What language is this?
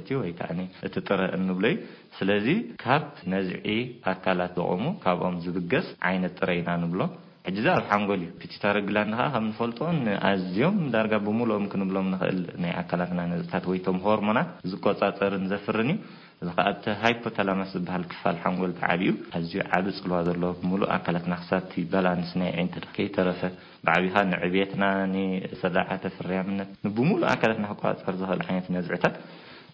Tigrinya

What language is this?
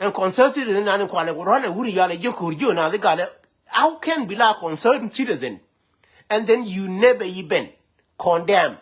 Nuer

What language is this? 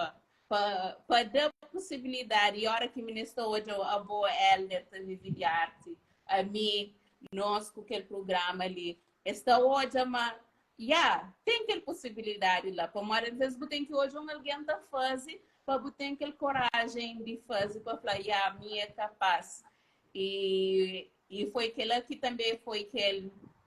Kabuverdianu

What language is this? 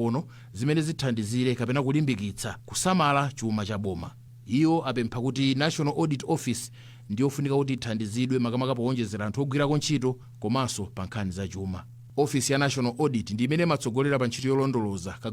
Nyanja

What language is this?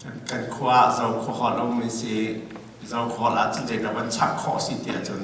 Hakha Chin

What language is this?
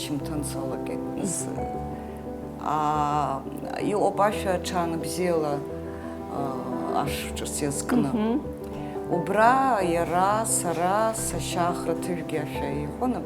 Abkhazian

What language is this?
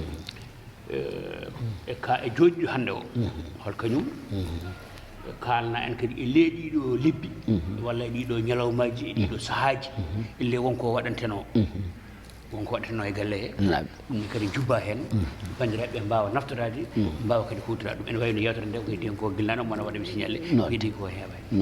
Fula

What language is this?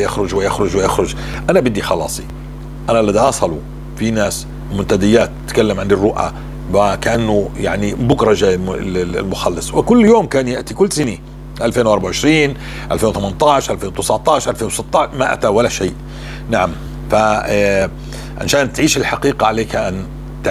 North Levantine Arabic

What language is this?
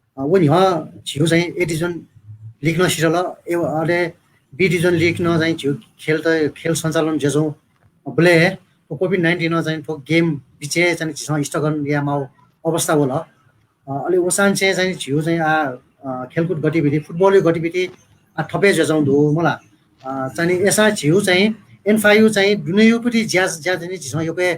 Newari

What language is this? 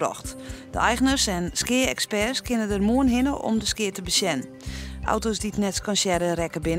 Western Frisian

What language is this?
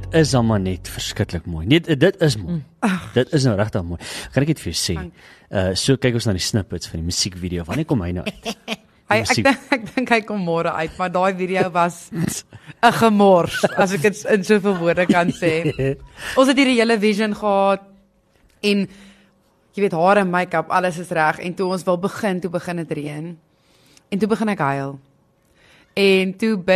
Afrikaans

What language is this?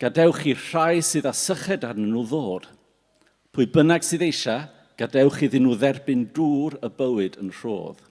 Welsh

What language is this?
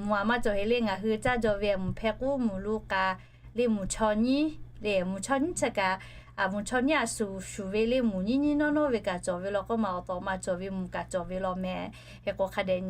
Lahu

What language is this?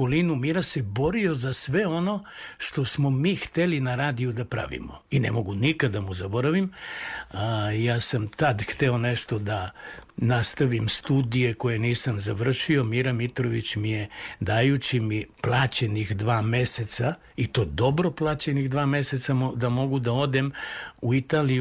Serbian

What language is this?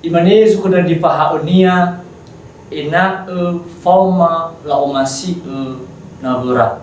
Nias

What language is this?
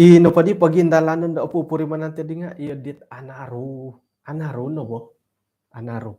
Central Dusun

